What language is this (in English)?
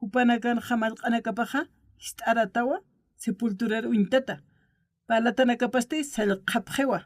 Aymara